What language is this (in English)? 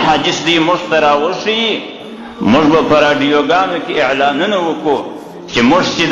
Pashto